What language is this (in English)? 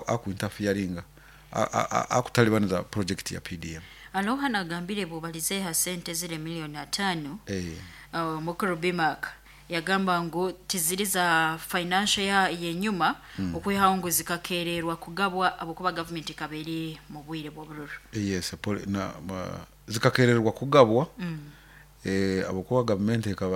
Nyoro